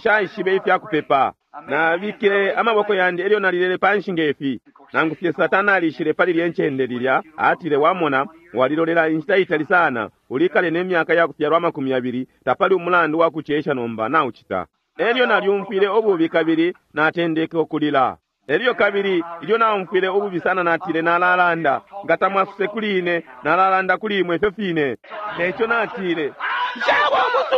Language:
Bemba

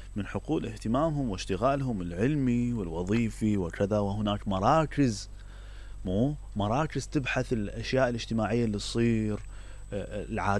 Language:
Mesopotamian Arabic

